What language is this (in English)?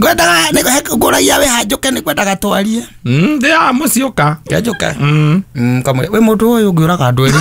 Kikuyu